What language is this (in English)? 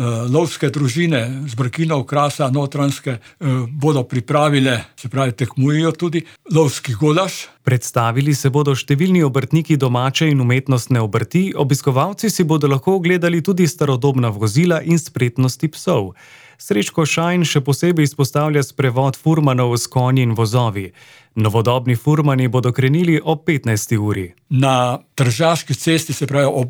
Slovenian